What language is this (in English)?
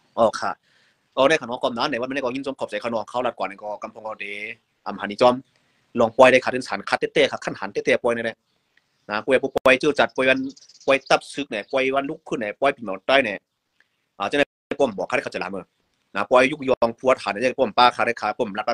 Shan